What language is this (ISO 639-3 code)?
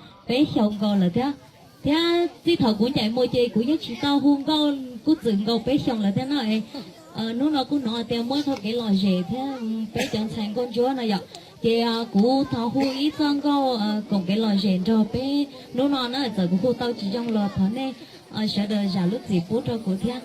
hmn